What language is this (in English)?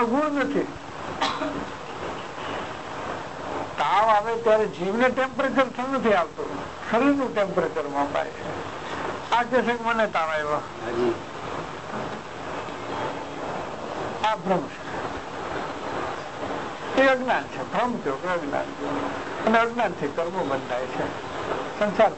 Gujarati